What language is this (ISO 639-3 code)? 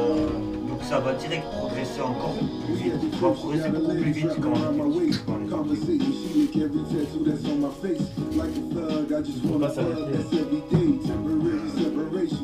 fra